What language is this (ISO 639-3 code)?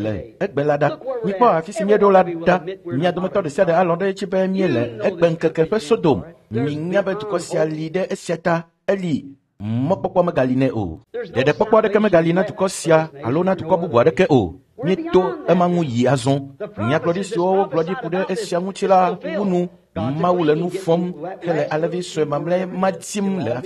ewe